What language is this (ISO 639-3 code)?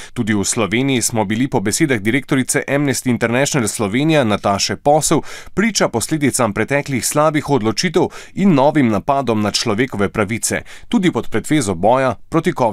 slv